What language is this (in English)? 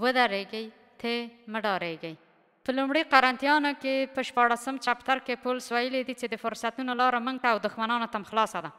Pashto